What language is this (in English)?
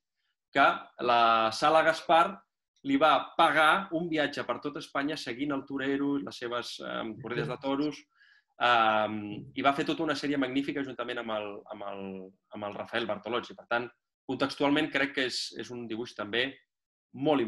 Catalan